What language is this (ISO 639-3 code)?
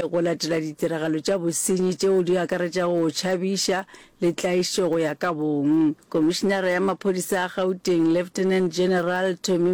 nso